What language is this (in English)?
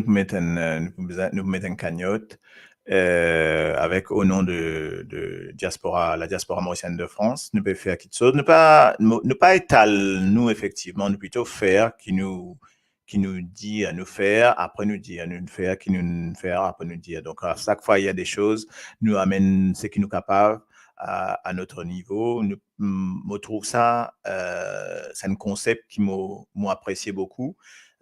Morisyen